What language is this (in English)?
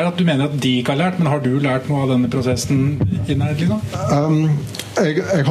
Norwegian